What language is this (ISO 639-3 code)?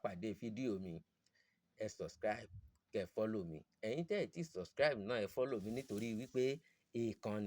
yor